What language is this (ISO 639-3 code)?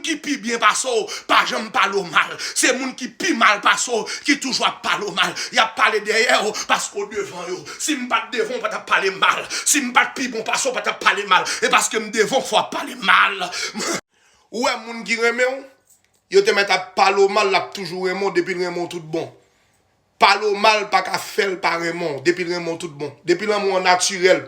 hat